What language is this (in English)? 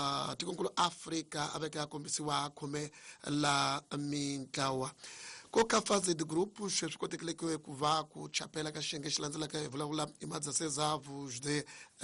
Tsonga